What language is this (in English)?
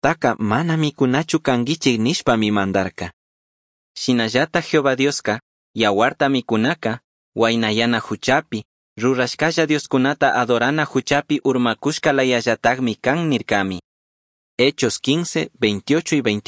Chimborazo Highland Quichua